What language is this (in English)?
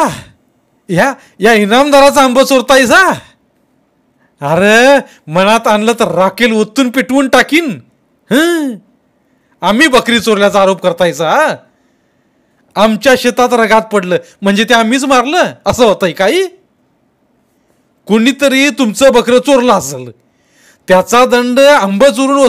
Marathi